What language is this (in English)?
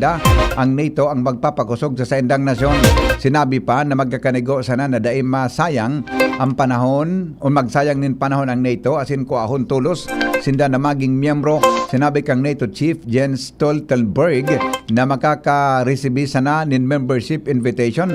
Bikol